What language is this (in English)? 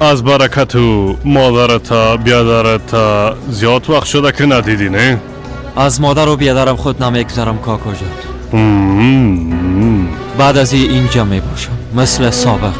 Persian